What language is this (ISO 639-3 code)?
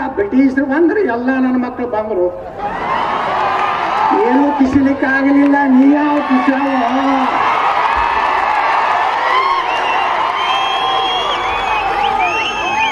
kan